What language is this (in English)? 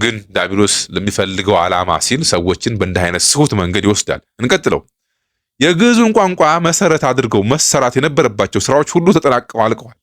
Amharic